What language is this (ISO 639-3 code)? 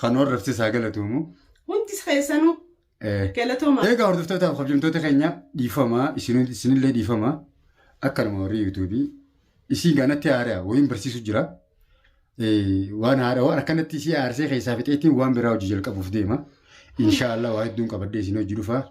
orm